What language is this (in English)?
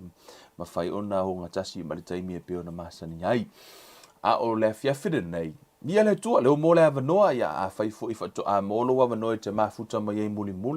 Samoan